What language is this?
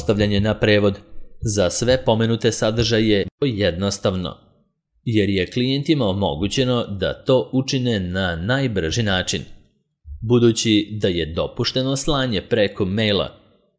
Serbian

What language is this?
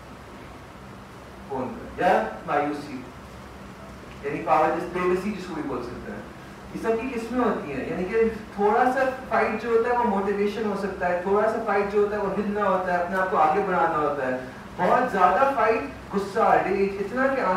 Urdu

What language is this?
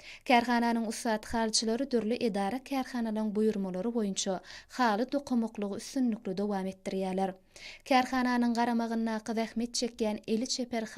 Turkmen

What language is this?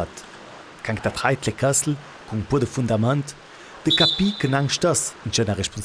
Ladin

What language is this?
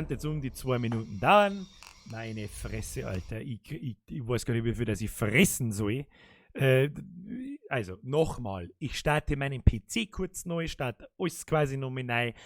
Bavarian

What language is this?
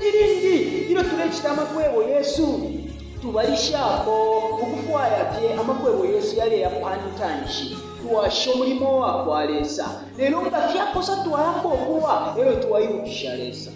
Bemba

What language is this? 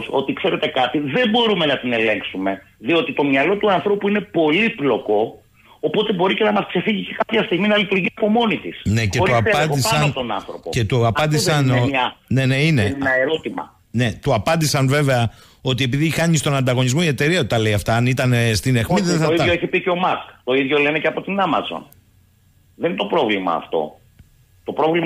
Greek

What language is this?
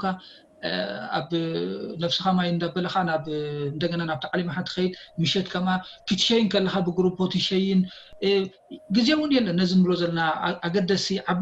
Tigrinya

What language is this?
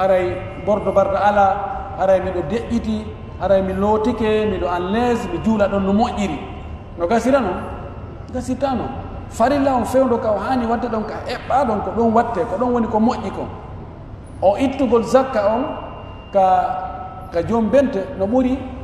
Pular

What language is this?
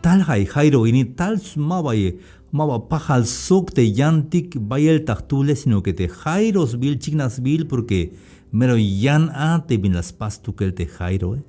Tzeltal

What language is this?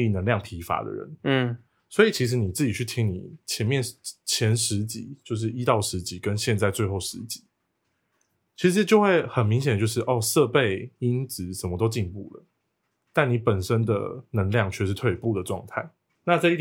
Chinese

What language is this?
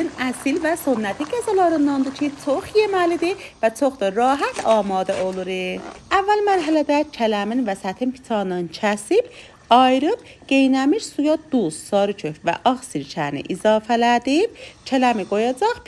South Azerbaijani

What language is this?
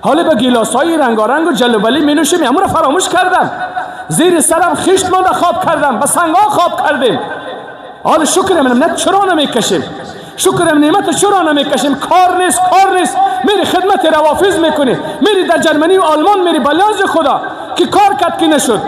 Persian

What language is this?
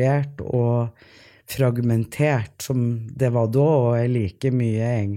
Norwegian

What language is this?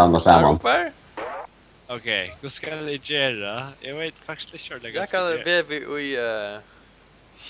Faroese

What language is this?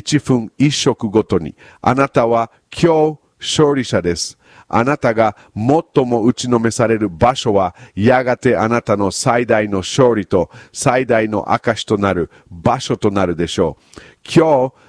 Japanese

